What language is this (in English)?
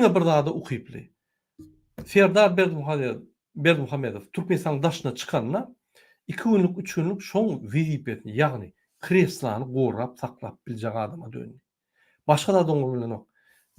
Turkmen